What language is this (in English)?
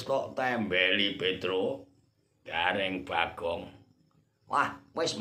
Javanese